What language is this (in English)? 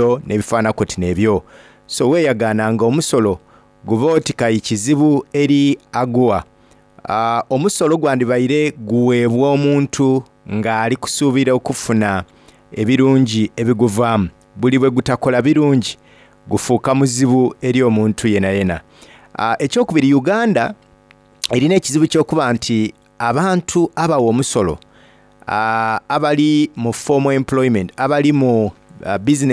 Soga